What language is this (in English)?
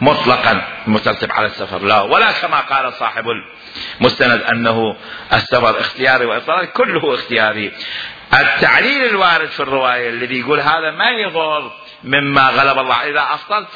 Mesopotamian Arabic